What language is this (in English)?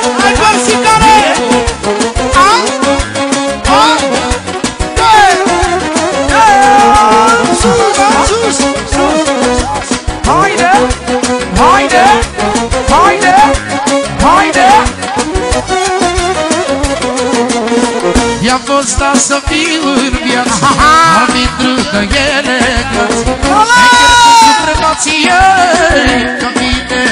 Romanian